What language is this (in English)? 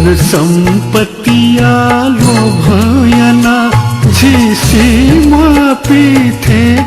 Newari